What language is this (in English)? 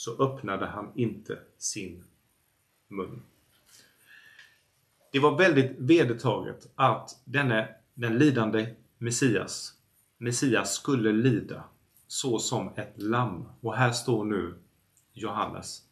Swedish